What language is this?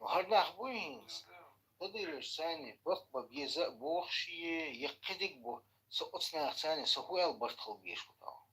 Chechen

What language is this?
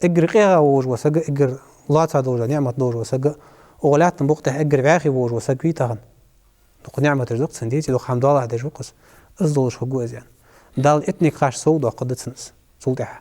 Ingush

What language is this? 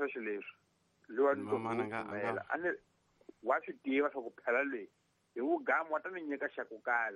Tsonga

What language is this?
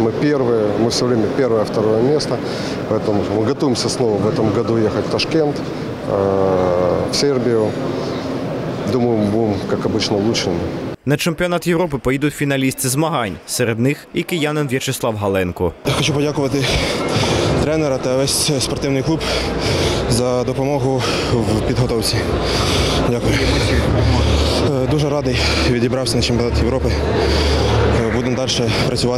Ukrainian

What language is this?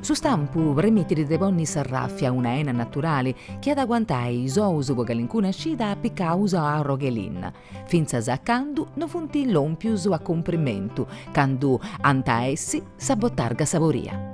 Sardinian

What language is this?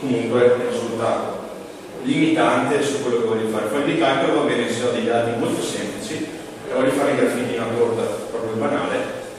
Italian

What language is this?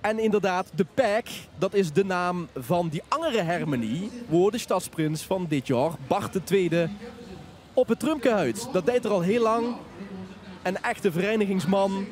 Limburgish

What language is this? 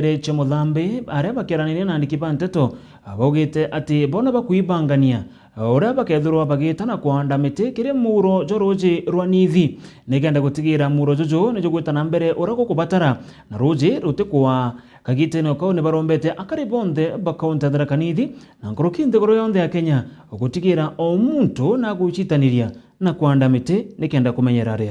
Meru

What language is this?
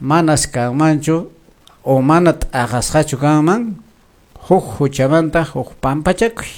Quechua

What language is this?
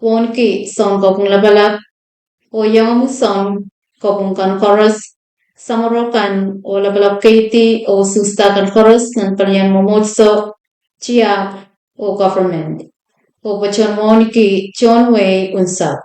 Pohnpeian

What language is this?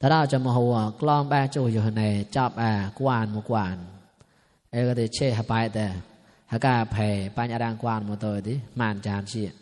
Mon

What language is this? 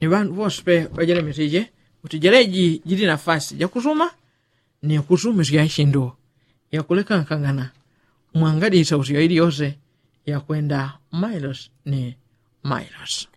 Yao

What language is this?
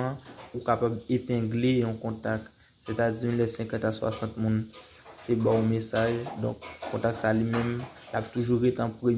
Haitian Creole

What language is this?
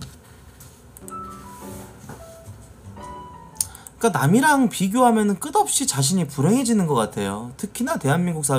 Korean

